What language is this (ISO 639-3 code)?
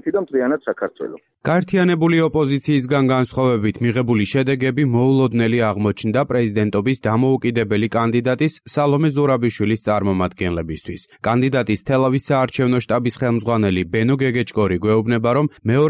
kat